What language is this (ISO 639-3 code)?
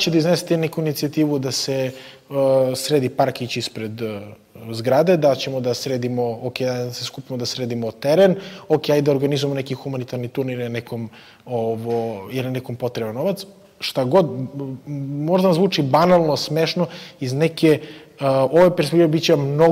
srp